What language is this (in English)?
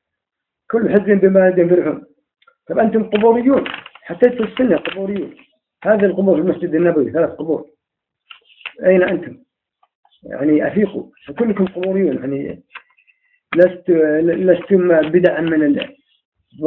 Arabic